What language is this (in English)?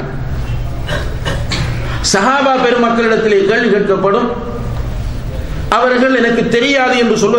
Tamil